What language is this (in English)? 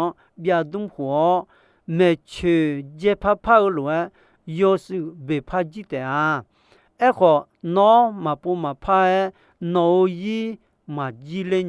Akha